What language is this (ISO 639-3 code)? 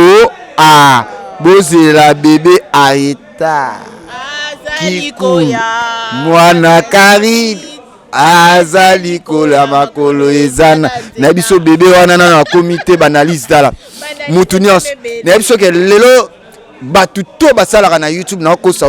lin